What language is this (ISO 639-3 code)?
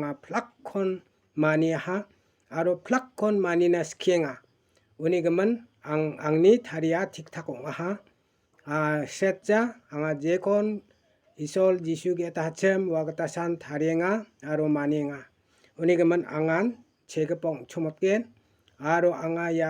grt